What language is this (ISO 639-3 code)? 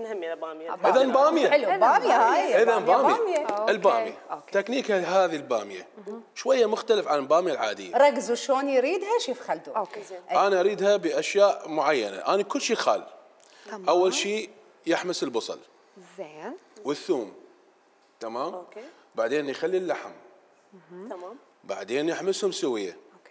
acm